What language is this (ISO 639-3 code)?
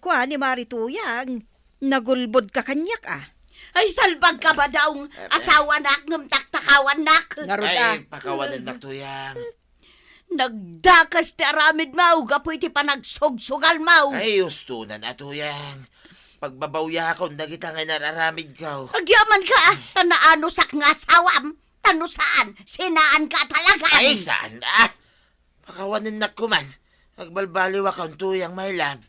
ilo